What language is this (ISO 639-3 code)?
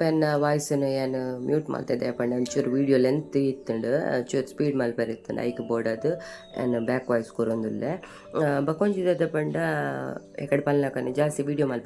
tcy